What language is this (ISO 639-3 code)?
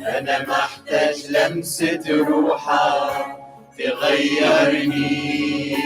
acm